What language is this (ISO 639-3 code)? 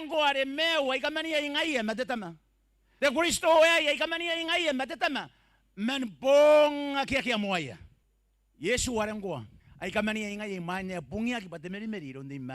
gil